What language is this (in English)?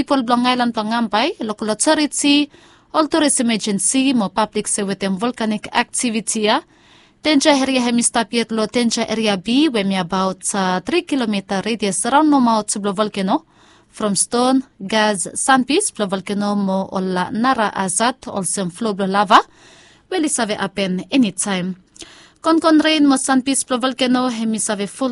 Bislama